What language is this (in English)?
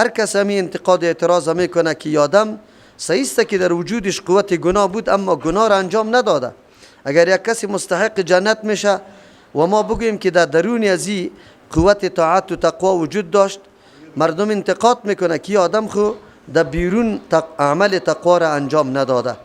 Persian